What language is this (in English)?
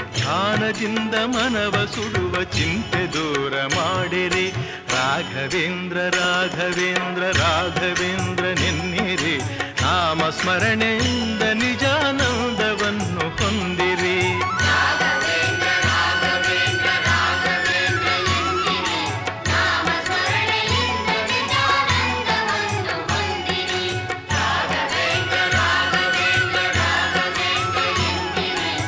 Kannada